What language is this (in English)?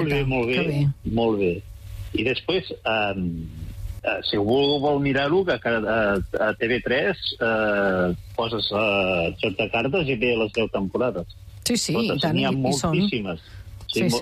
Catalan